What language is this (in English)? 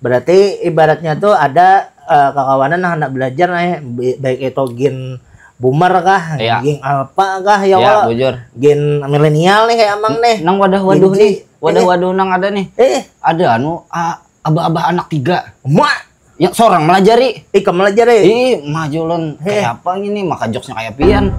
Banjar